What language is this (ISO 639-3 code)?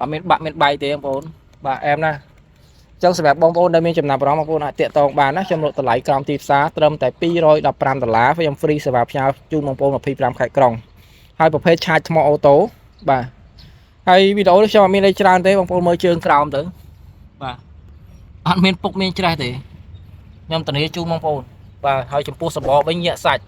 khm